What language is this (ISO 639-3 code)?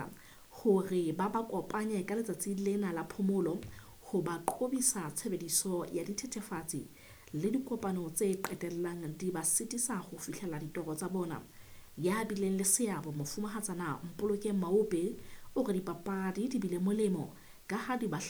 sot